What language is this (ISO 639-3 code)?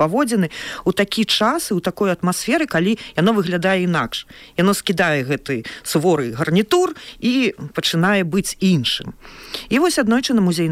bel